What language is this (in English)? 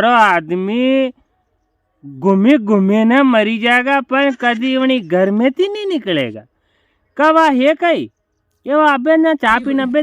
Rajasthani